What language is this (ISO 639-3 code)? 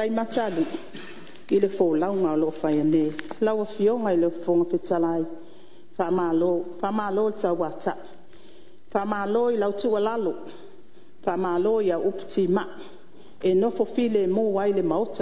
smo